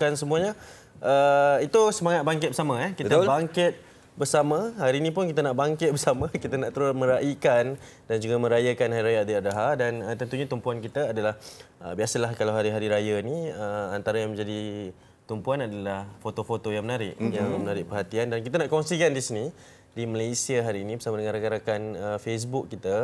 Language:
Malay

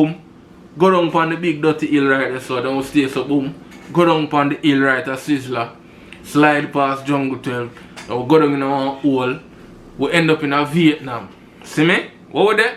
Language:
Jamaican Creole English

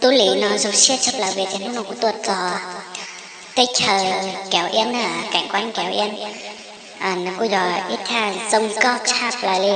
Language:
Hmong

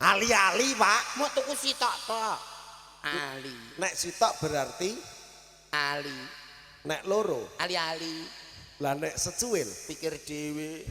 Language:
Javanese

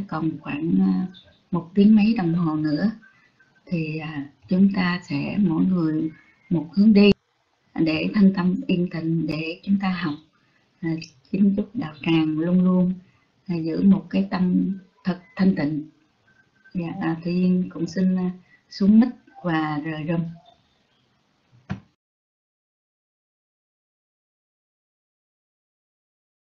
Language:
Vietnamese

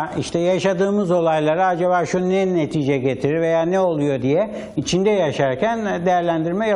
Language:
Turkish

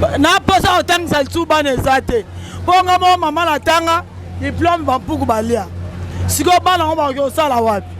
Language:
Lingala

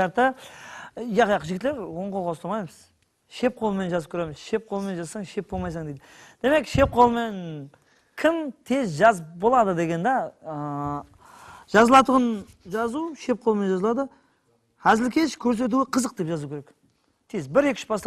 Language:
Kara-Kalpak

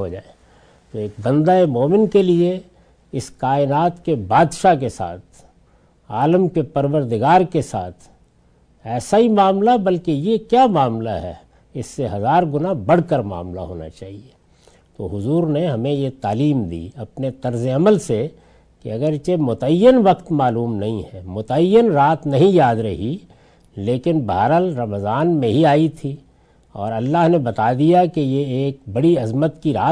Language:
Urdu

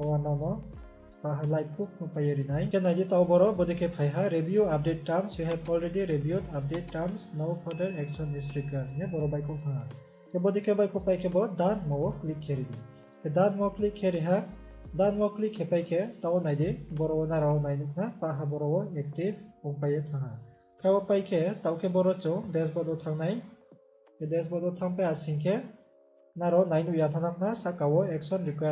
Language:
Riang (India)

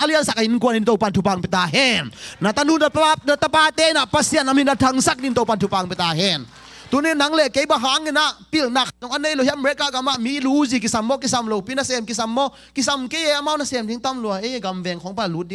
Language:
Tedim Chin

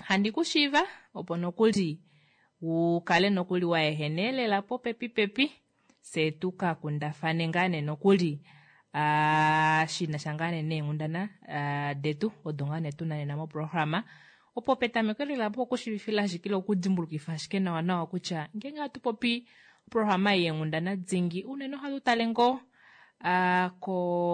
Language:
Kuanyama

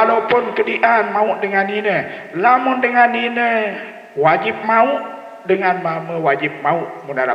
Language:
Sasak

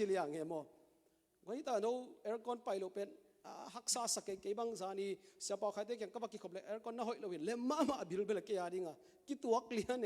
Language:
Tedim Chin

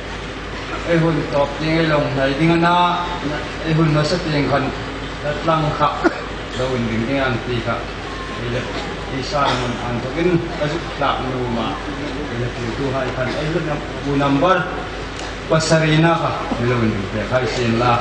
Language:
Hmar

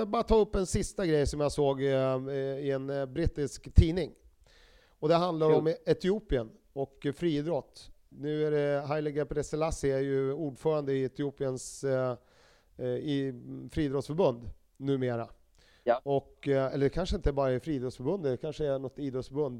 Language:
Swedish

